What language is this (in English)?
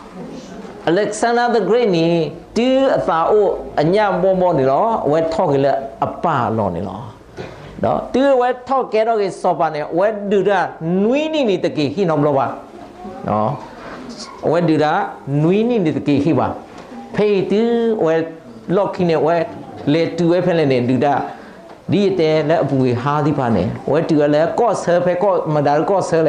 S'gaw Karen